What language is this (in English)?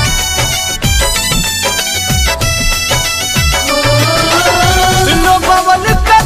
Bhojpuri